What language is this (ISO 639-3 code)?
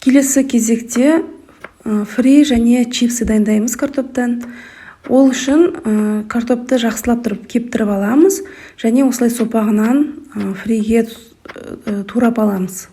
kaz